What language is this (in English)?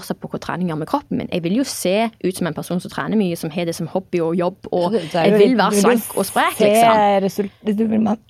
Norwegian